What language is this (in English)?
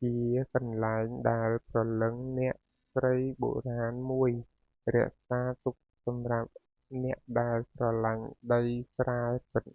Khmer